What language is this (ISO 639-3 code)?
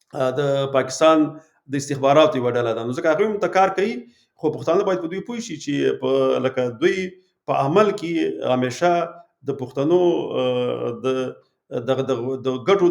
pus